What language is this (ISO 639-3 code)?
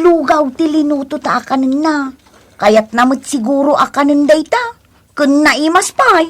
ilo